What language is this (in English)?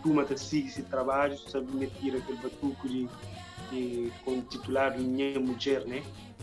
Kabuverdianu